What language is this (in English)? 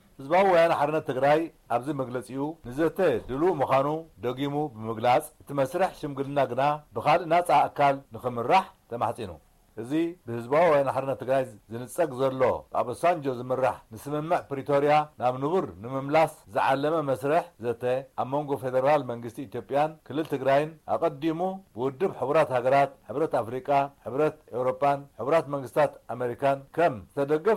Tigrinya